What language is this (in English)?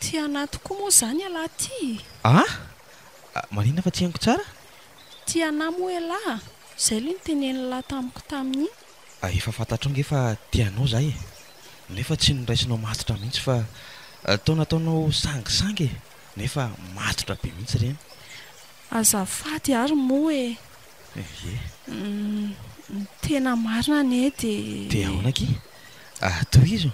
Malagasy